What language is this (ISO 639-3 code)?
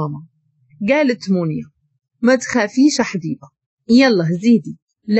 ary